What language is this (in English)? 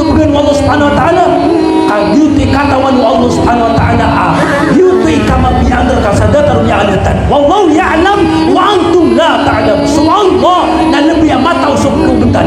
Maranao